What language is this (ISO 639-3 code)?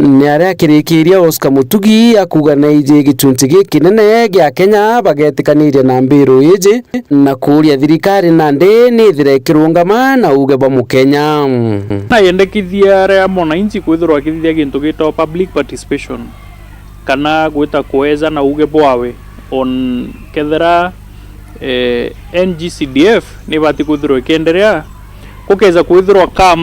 mer